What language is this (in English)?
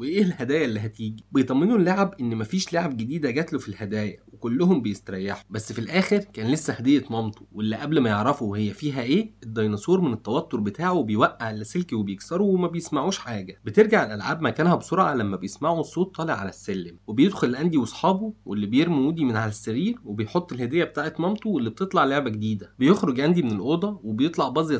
Egyptian Arabic